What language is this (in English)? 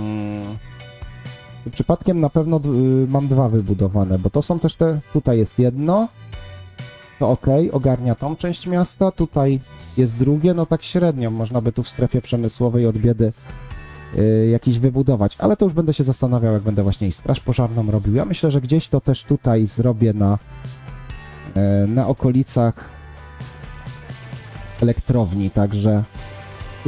Polish